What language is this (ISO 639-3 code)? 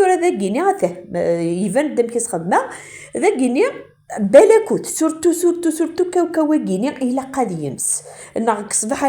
kab